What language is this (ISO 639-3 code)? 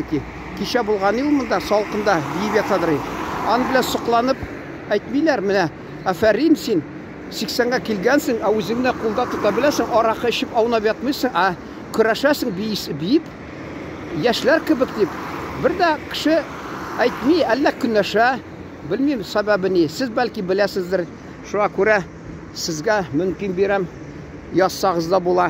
tat